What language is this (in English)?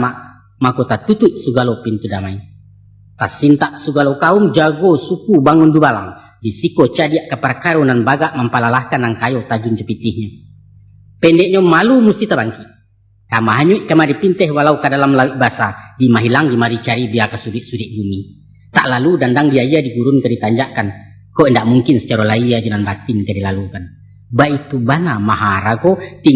Minangkabau